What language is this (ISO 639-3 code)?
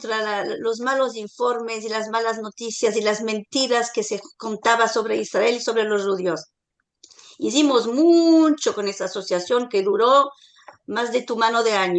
lad